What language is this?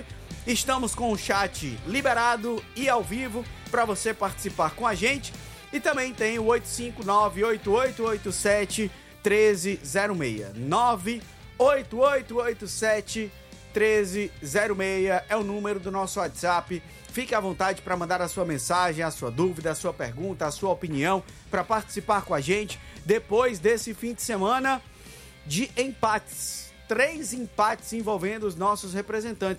Portuguese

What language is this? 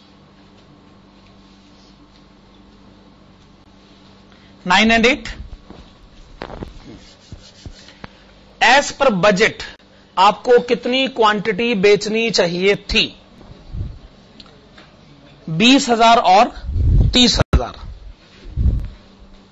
Hindi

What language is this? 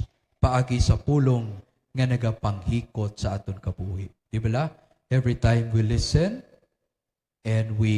Hiligaynon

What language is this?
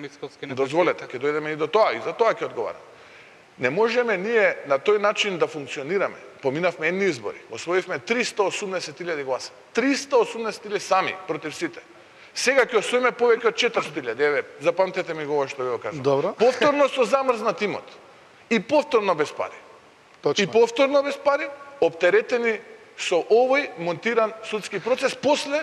Macedonian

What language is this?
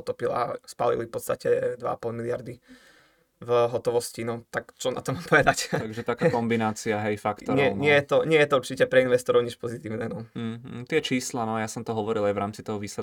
Slovak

